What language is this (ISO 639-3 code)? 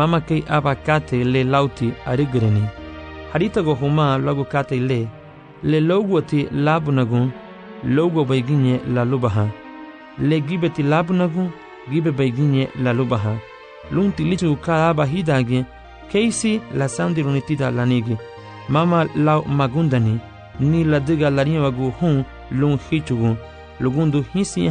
cab